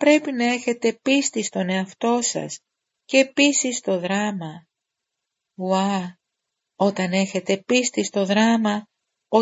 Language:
Greek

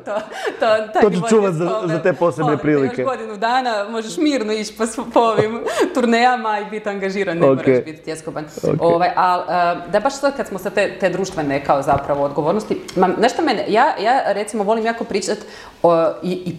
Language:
Serbian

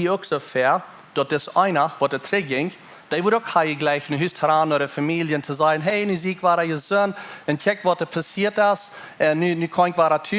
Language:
Plautdietsch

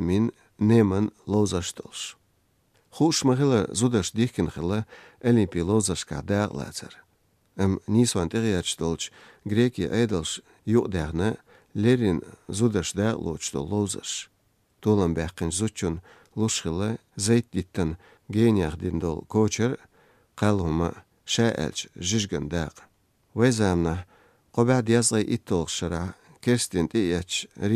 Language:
Chechen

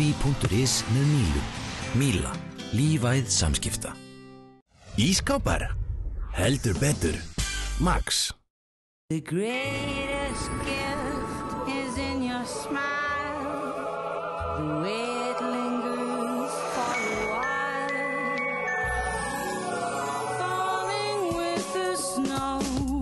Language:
Icelandic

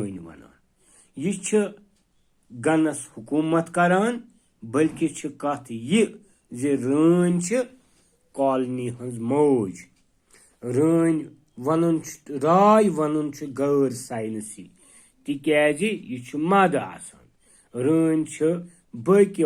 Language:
Kashmiri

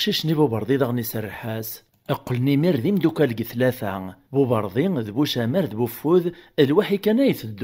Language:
Kabyle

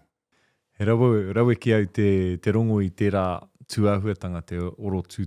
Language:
Māori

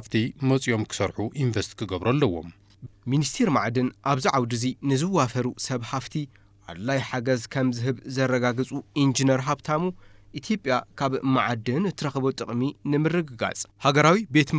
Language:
Tigrinya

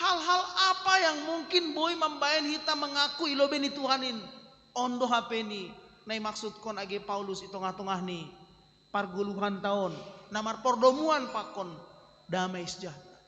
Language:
Batak Simalungun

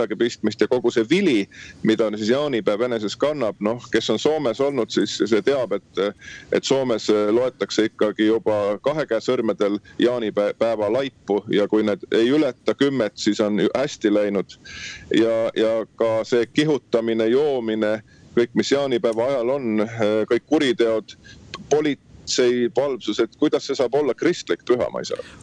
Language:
Estonian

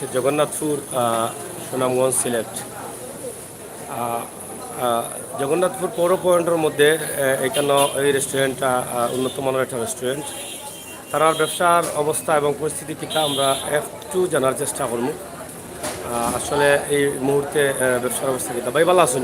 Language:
Sylheti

